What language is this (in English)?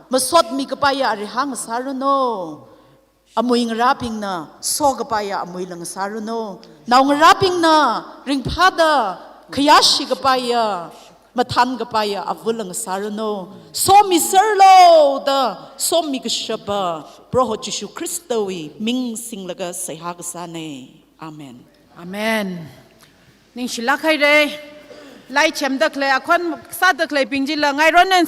Tangkhul Naga (India)